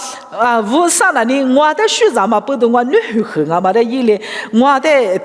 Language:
Lisu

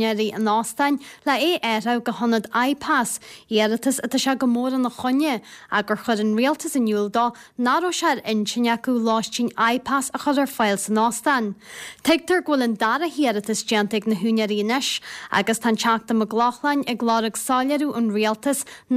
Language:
Irish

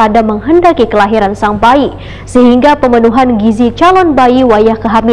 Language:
Banjar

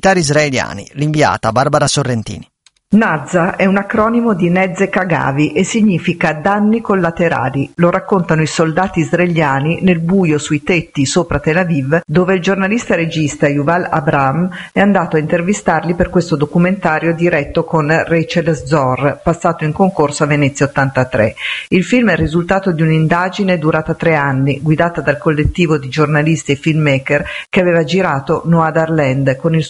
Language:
Italian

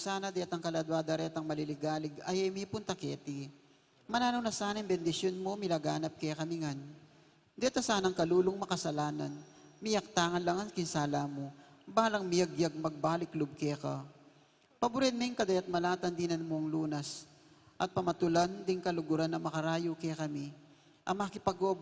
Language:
Pampanga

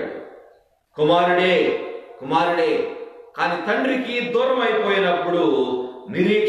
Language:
Telugu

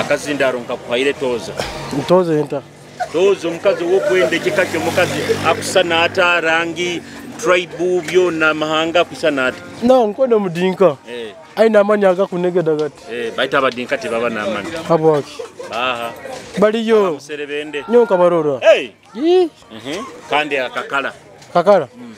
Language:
Nyoro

